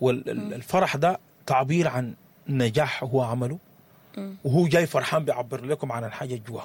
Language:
Sudanese Arabic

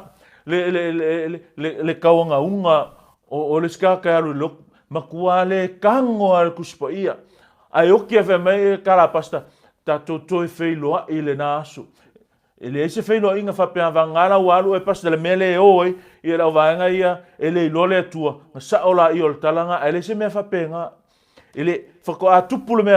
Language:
Samoan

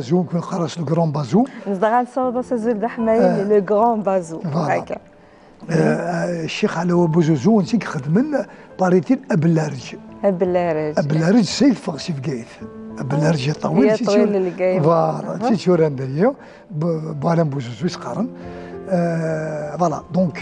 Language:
Kabyle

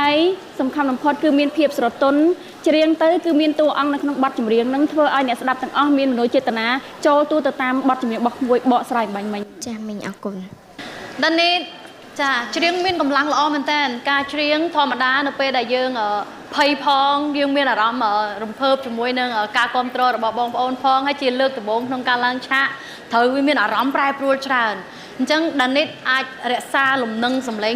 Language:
Khmer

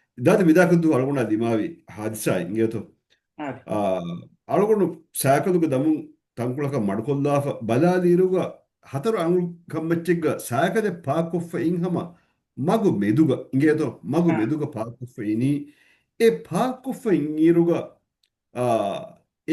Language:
Divehi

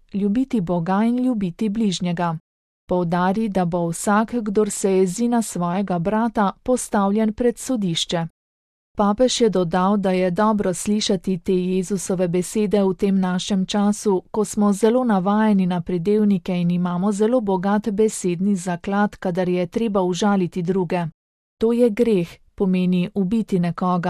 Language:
Slovenian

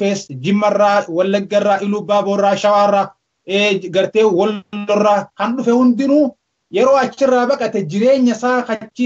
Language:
Oromo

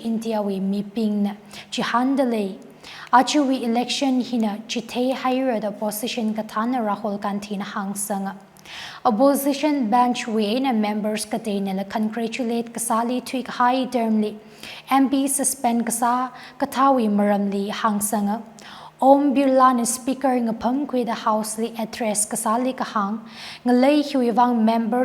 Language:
Tangkhul Naga (India)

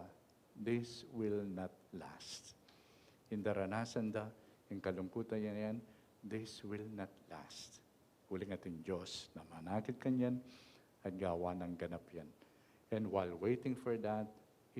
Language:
Pampanga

